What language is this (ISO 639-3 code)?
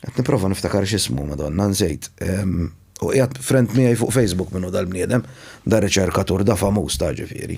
mlt